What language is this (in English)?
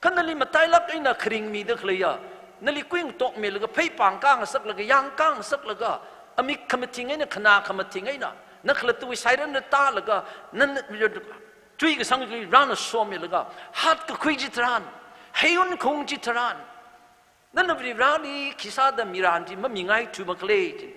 Tangkhul Naga (India)